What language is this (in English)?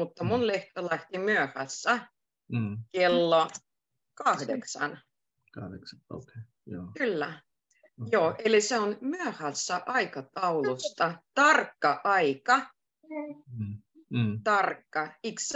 Finnish